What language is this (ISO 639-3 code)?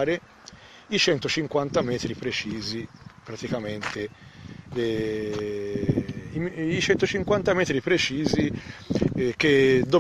ita